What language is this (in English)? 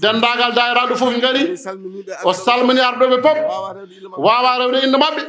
Fula